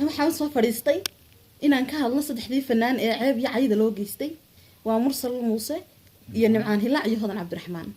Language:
Somali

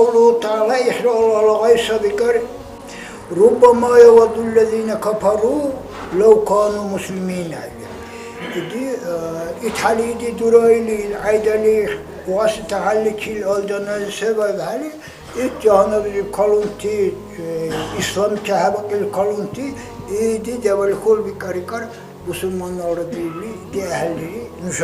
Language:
Dargwa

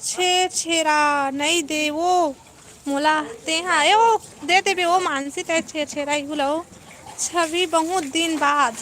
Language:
Chhattisgarhi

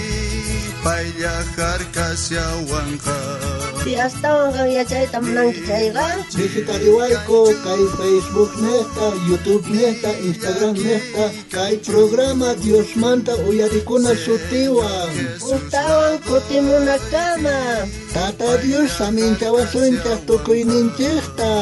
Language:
South Bolivian Quechua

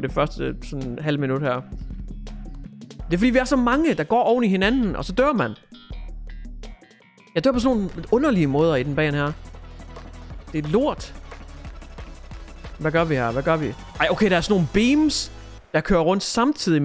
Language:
Danish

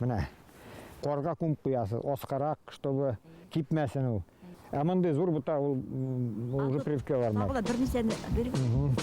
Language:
Bashkir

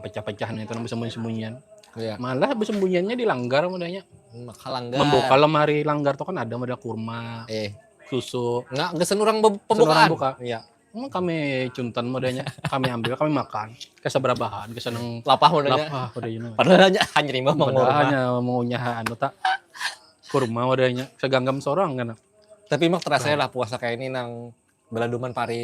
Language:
Banjar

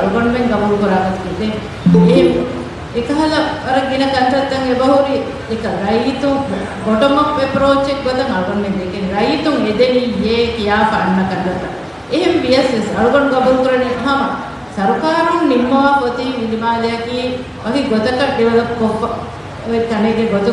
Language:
Divehi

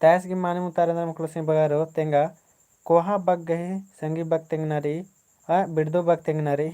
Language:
Kurukh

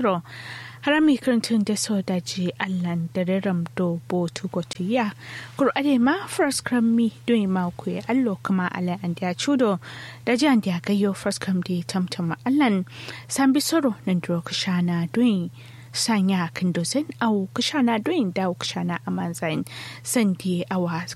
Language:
Kanuri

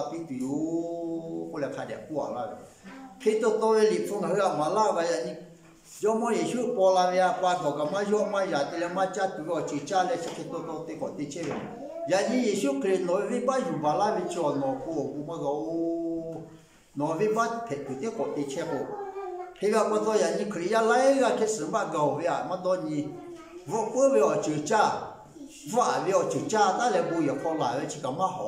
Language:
Lahu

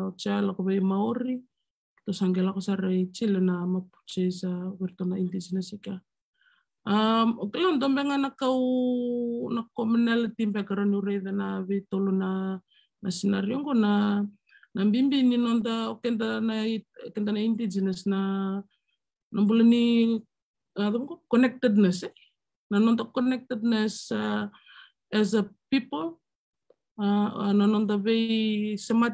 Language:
Fijian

